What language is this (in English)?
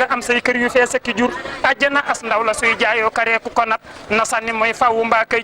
Wolof